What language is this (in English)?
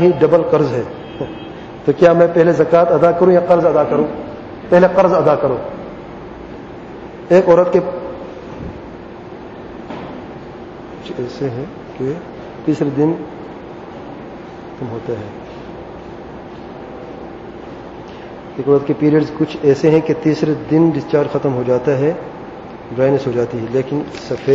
Urdu